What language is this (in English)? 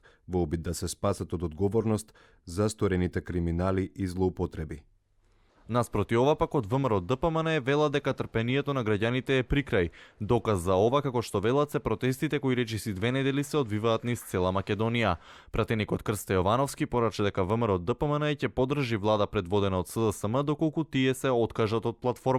Macedonian